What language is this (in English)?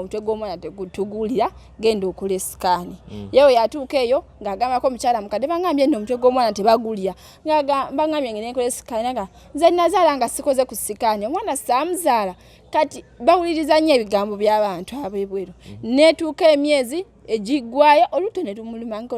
Ganda